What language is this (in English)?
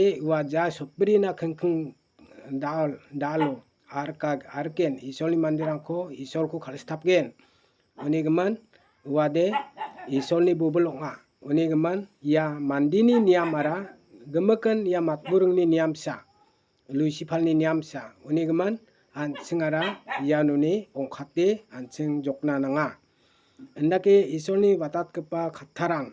Garo